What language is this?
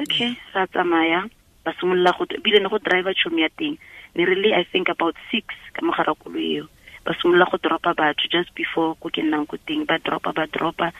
Tswana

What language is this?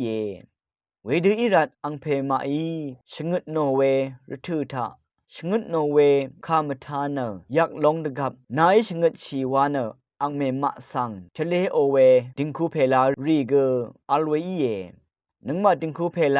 Rawang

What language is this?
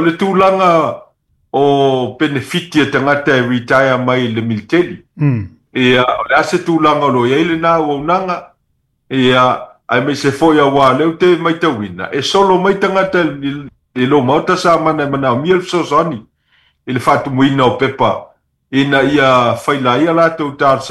Samoan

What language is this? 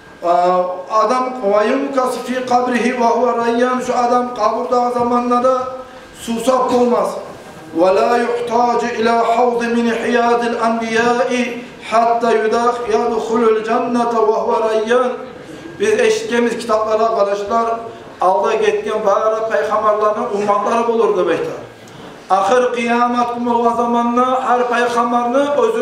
Kumyk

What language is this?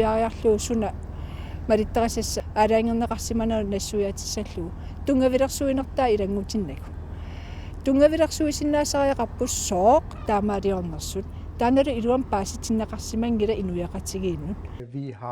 Kalaallisut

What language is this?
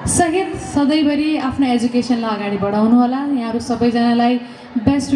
Nepali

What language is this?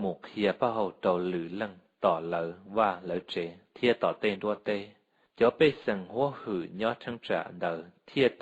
Hmong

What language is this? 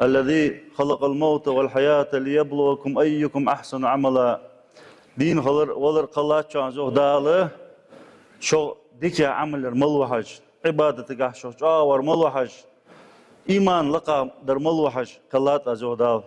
Ingush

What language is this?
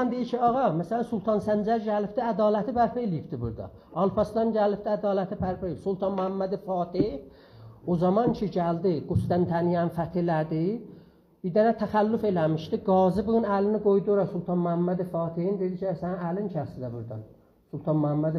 South Azerbaijani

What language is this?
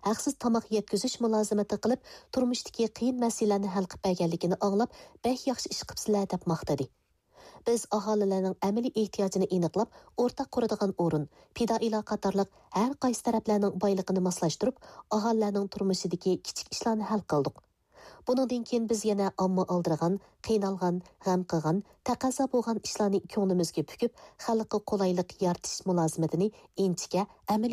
Uyghur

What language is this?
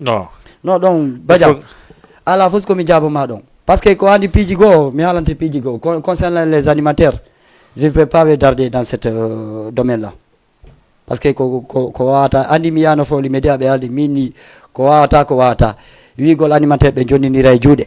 Fula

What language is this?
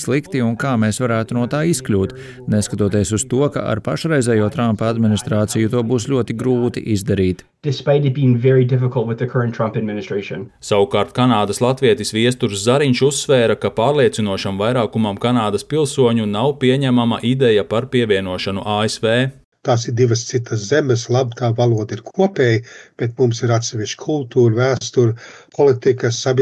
Latvian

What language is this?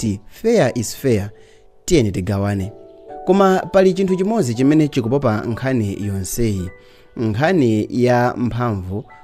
Nyanja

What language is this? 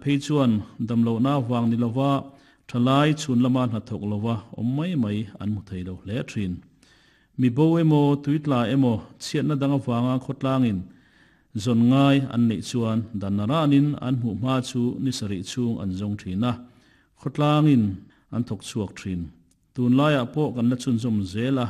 Mizo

